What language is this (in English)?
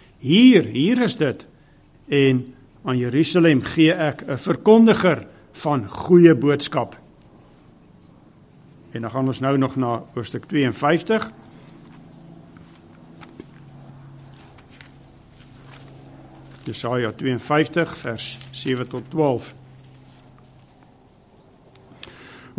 Afrikaans